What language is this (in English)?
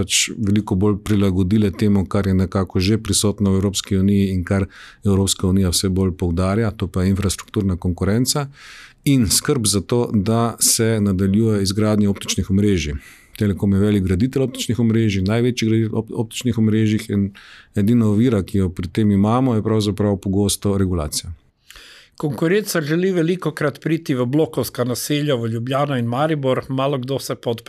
Slovenian